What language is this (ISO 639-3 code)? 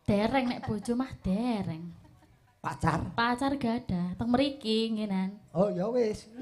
jav